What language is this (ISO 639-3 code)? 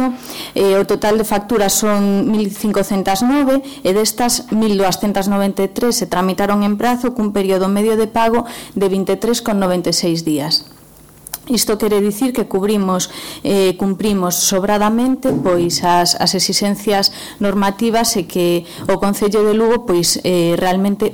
glg